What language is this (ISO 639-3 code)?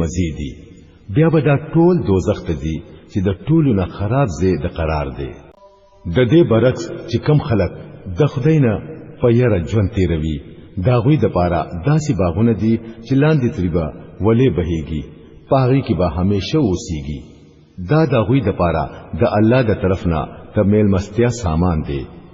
pus